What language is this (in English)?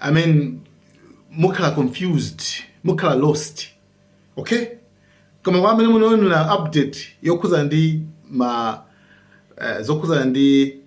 Nyanja